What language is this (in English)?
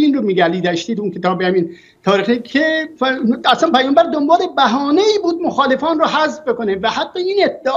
Persian